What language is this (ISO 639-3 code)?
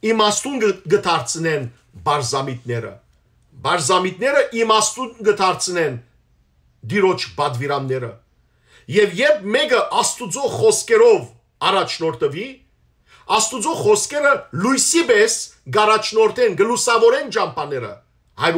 hyw